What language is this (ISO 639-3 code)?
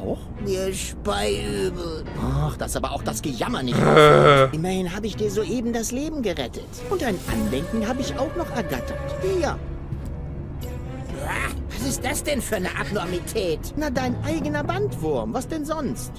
deu